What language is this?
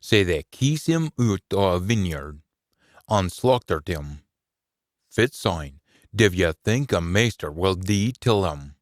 Scots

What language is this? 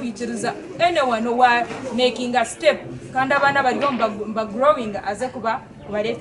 Nyankole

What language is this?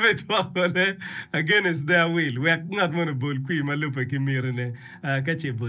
Acoli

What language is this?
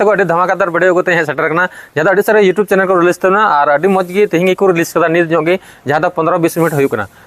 Santali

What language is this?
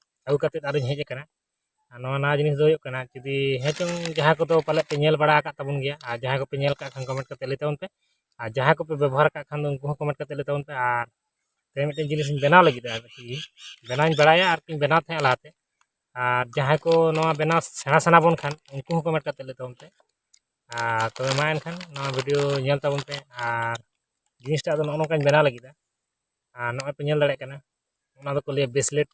Santali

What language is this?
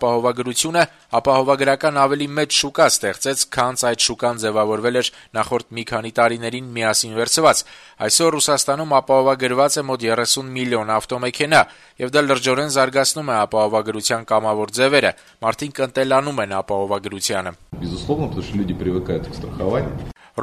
Armenian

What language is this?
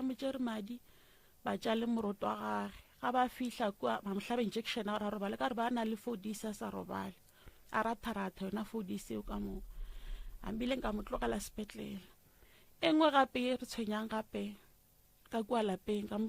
Northern Sotho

